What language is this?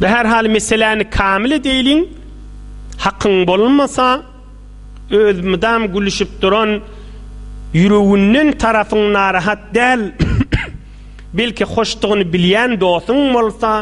Turkmen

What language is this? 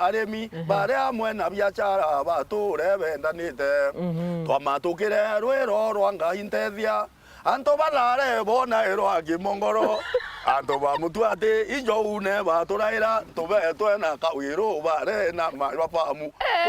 Meru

